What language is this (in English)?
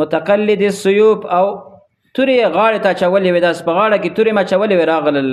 Pashto